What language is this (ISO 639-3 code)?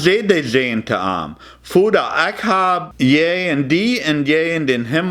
pdt